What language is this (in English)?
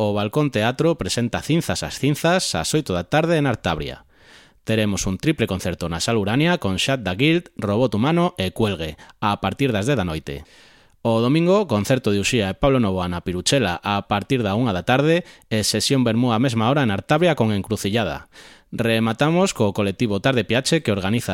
Galician